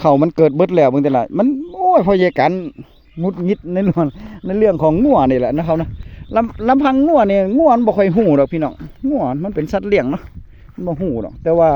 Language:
Northeastern Thai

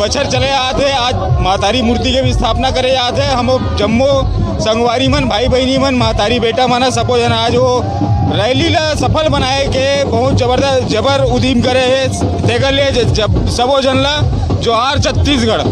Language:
Chhattisgarhi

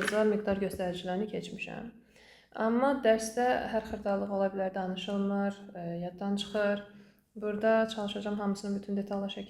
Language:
Azerbaijani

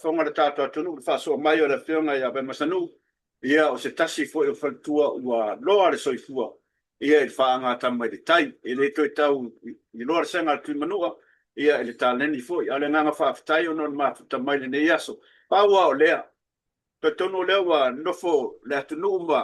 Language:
Samoan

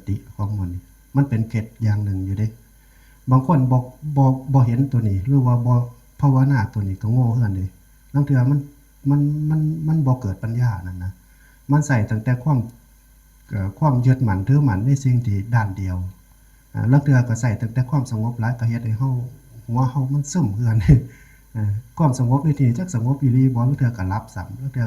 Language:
Northeastern Thai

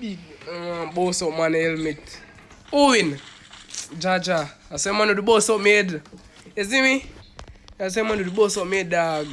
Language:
Jamaican Creole English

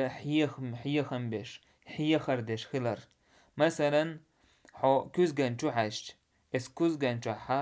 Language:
Chechen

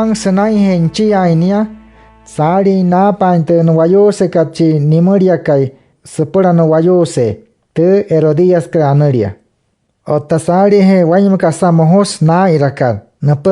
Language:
Wayuu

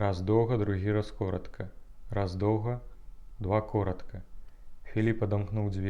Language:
Belarusian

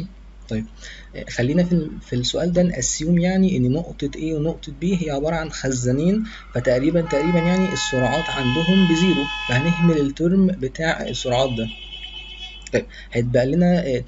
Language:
Egyptian Arabic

